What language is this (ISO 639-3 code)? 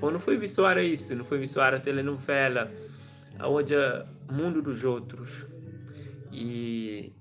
kea